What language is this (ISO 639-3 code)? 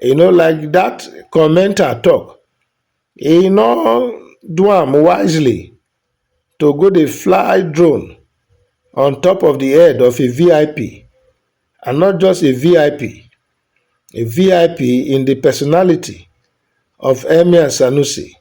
pcm